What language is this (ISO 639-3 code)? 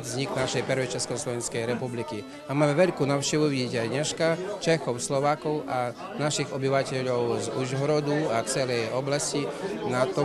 slk